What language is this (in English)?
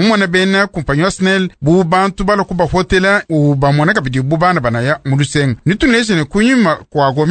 Luba-Lulua